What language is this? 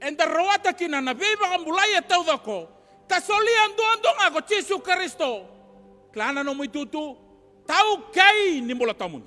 Fijian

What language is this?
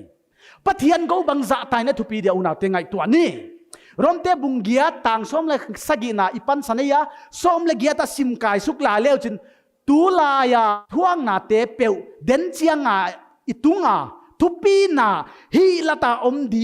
Paite Chin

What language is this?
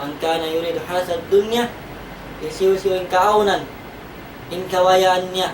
Tausug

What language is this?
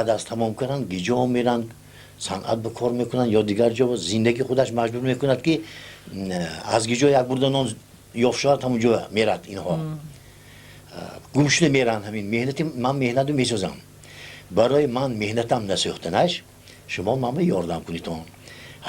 Tajik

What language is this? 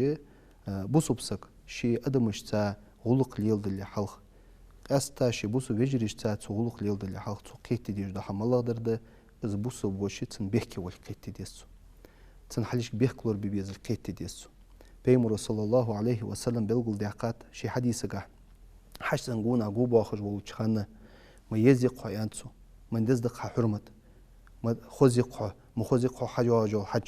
Ingush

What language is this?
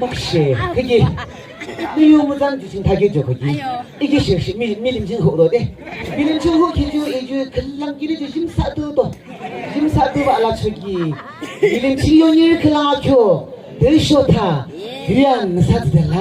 Yimchungru Naga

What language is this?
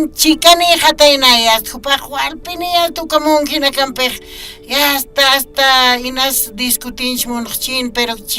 Aymara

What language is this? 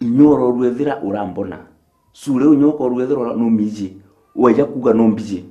Meru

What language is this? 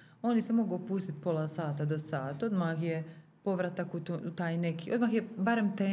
Croatian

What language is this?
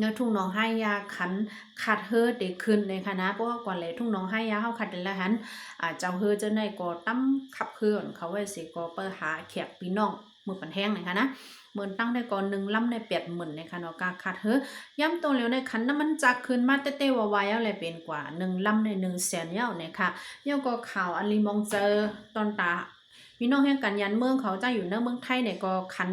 Shan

